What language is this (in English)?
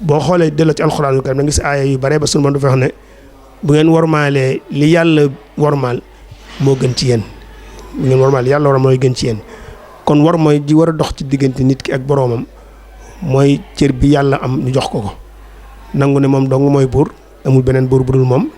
Wolof